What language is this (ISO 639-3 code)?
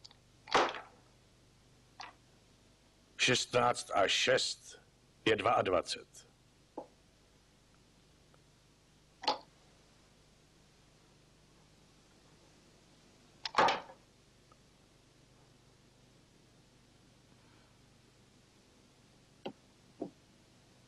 ces